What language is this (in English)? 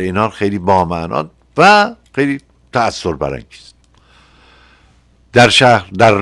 Persian